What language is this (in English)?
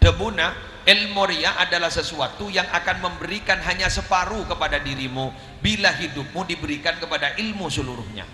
Madurese